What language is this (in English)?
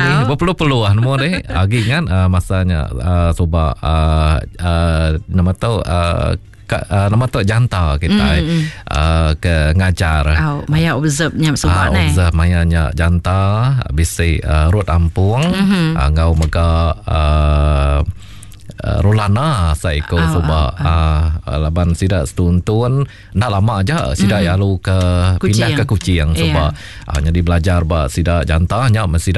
Iban